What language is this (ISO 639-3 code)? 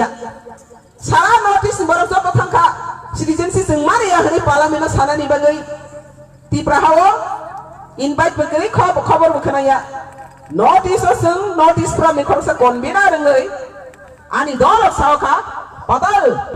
trp